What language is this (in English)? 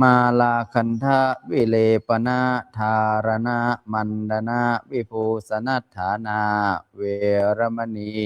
Pali